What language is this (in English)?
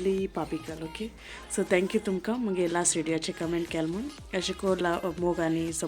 Konkani